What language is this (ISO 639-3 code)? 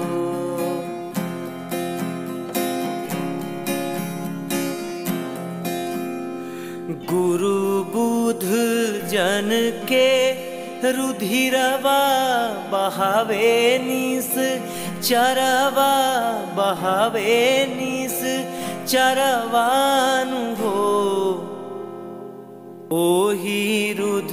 bho